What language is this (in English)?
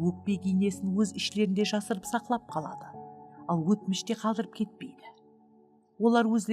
Kara-Kalpak